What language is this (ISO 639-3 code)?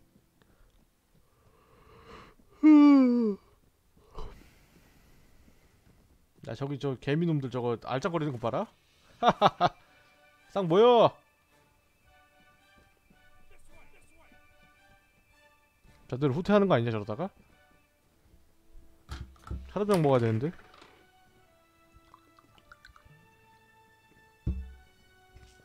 kor